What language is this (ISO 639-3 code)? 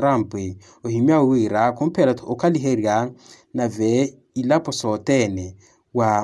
vmw